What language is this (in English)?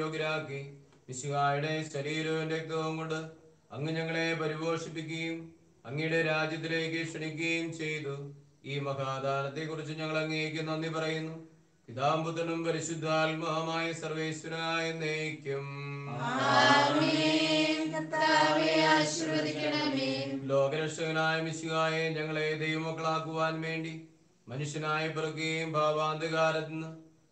Malayalam